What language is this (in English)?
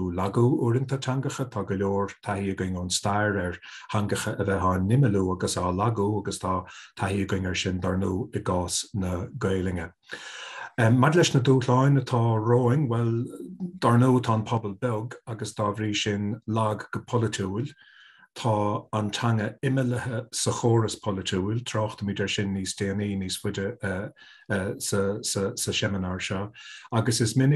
Irish